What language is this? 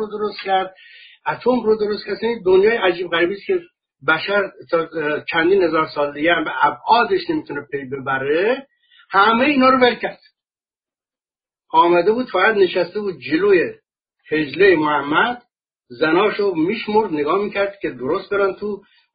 Persian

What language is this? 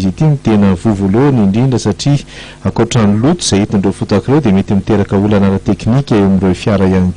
Malagasy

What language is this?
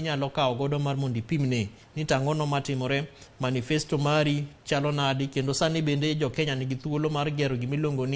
Luo (Kenya and Tanzania)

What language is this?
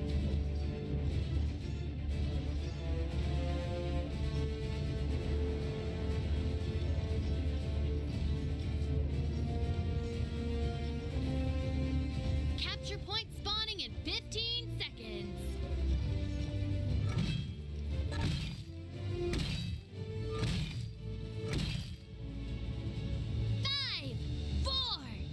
English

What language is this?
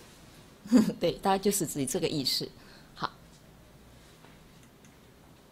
Chinese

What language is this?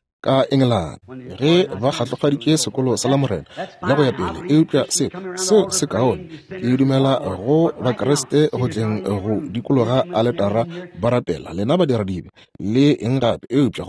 Northern Sotho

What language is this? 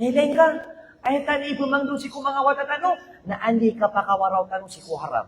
Maranao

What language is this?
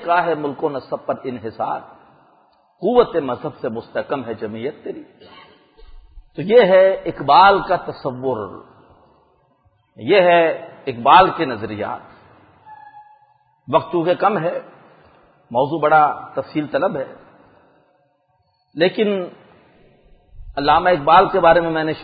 Urdu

